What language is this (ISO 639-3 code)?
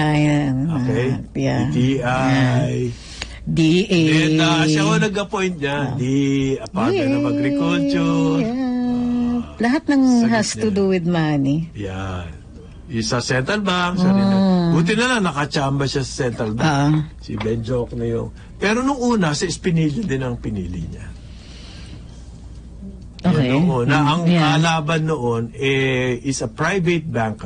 fil